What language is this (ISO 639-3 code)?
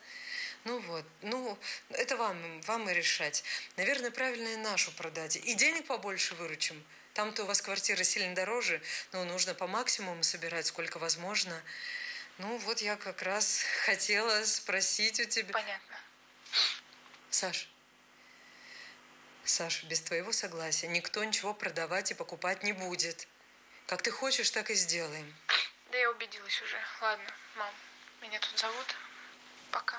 rus